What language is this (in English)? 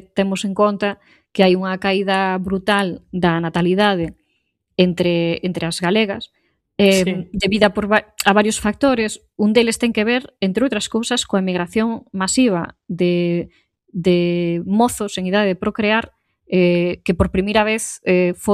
Galician